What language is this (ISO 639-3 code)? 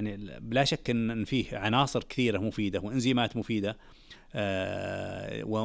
ars